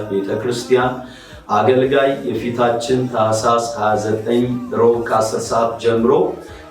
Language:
Amharic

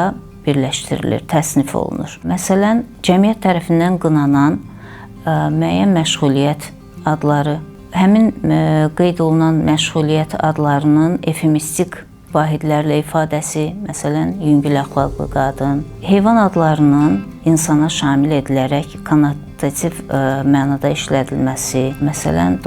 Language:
Azerbaijani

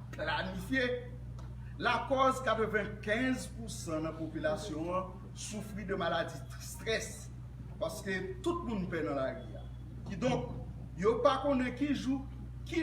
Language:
Haitian Creole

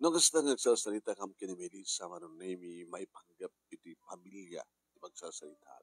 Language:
Iloko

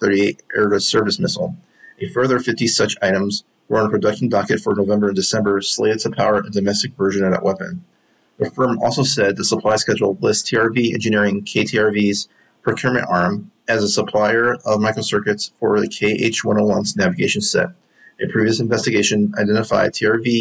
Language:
English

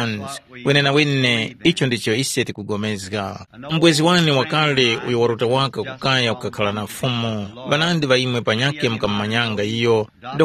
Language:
Tumbuka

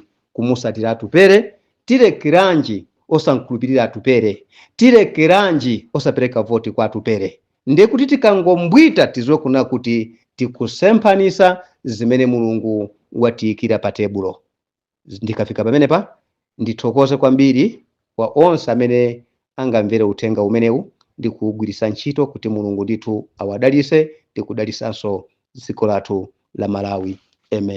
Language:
Nyanja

